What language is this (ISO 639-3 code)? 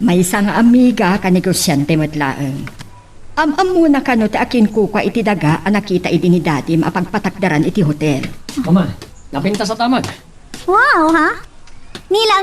ilo